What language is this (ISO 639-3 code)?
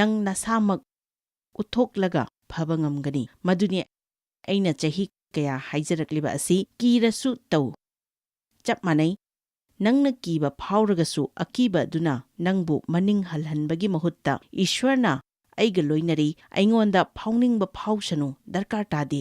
mni